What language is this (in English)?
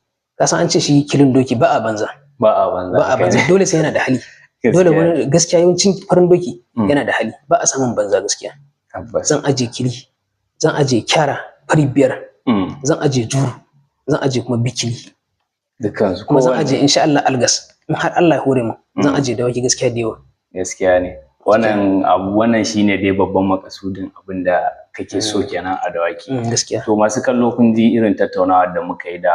Hausa